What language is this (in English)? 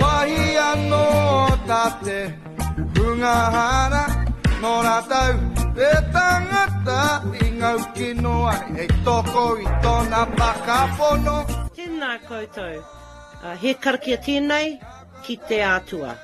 Māori